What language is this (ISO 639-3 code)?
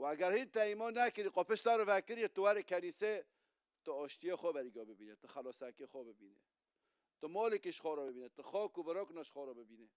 kur